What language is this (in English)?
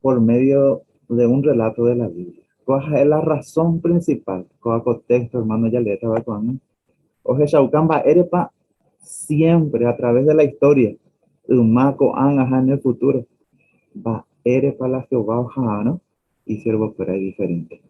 Guarani